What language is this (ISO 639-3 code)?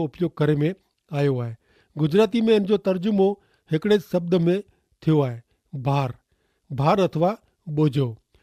kfr